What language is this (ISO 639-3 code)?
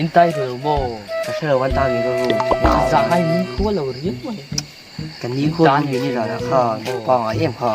lus